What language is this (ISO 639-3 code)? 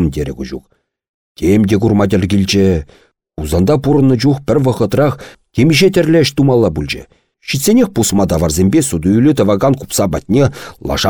chv